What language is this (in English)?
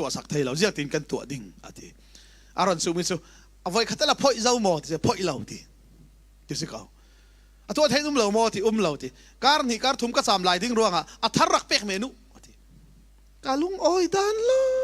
Falam Chin